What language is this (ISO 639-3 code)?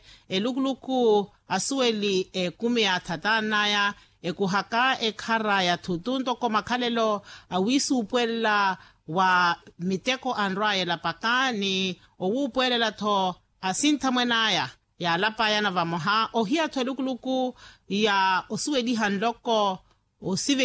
vmw